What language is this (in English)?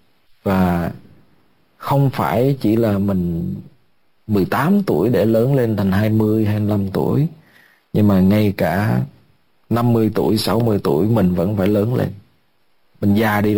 Vietnamese